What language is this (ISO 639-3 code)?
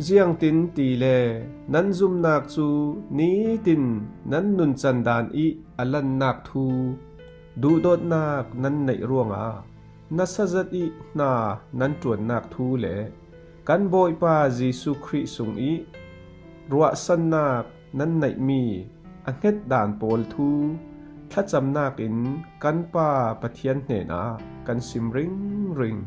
cfm